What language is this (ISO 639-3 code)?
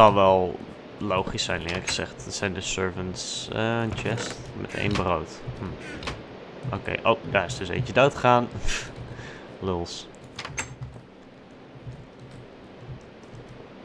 nld